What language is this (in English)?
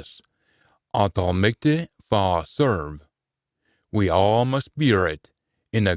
Scots